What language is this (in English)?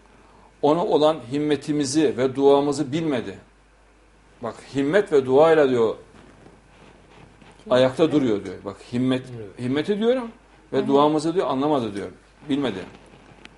Turkish